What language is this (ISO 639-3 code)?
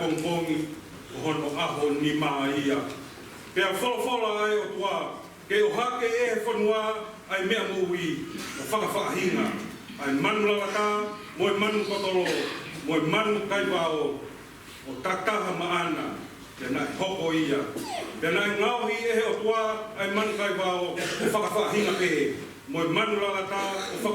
ton